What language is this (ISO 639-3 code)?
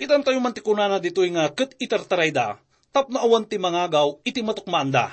ilo